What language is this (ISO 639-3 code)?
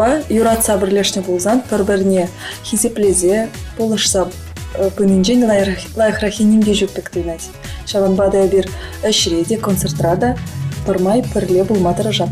chv